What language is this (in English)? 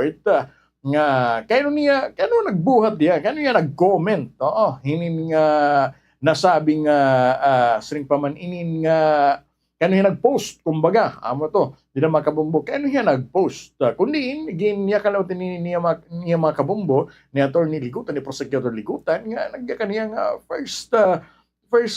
Waray